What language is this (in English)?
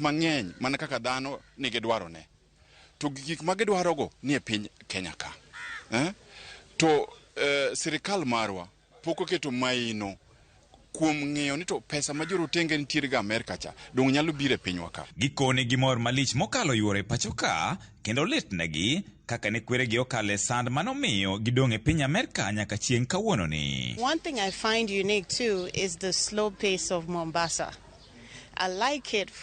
Luo (Kenya and Tanzania)